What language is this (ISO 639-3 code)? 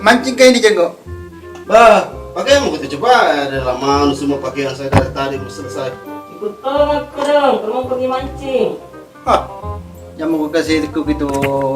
mfp